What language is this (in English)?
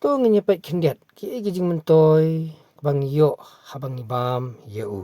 Khasi